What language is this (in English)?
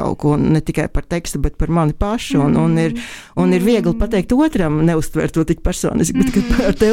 Latvian